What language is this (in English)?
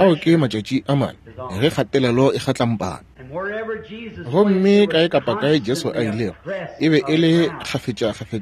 Northern Sotho